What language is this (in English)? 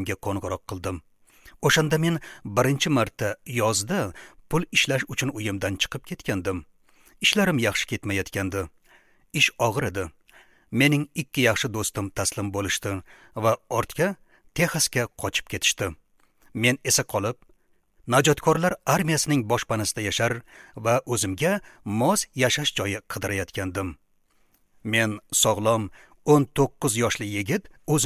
Uzbek